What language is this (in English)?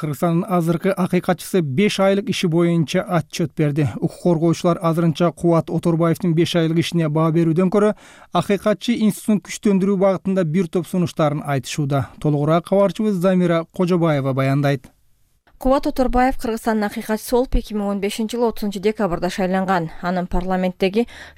Kyrgyz